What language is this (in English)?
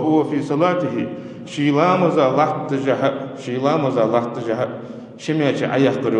Ingush